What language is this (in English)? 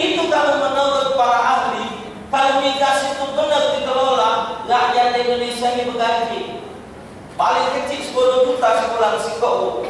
Musi